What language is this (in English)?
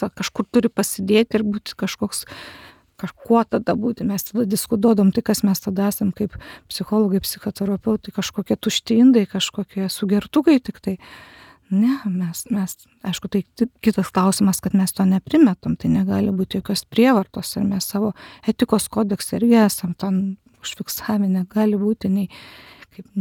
Lithuanian